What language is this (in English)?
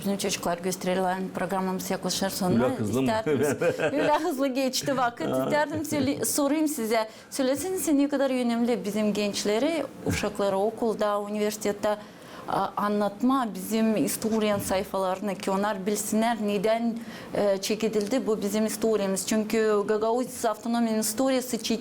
Gagauz